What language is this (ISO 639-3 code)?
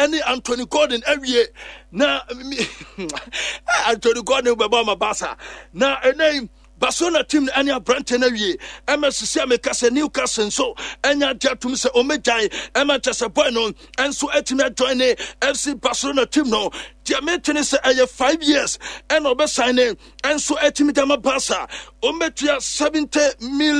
aka